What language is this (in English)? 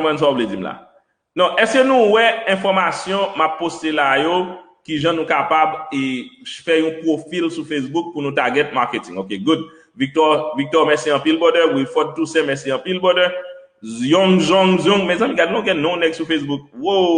Haitian Creole